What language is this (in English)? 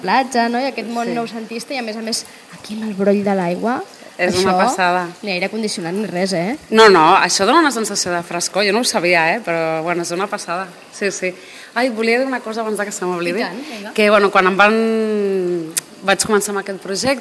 Catalan